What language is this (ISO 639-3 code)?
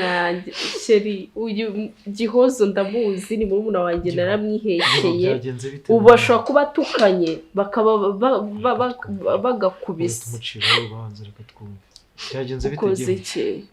kin